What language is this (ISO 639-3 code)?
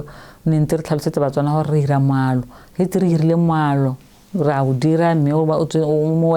tsn